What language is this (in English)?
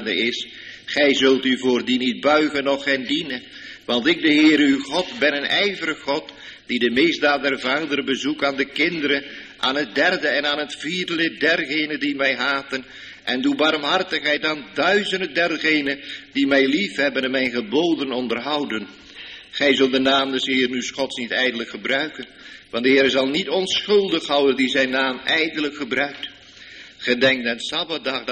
Dutch